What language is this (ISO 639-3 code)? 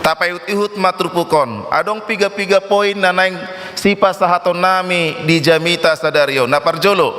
bbc